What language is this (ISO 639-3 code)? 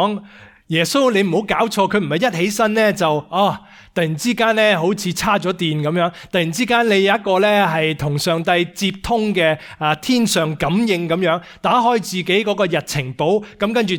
yue